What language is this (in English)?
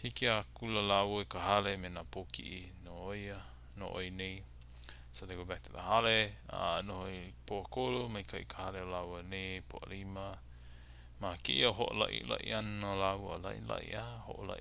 Hawaiian